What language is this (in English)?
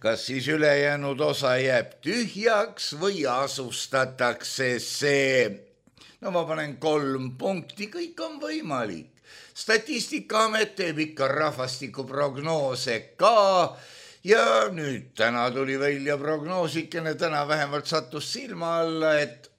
Estonian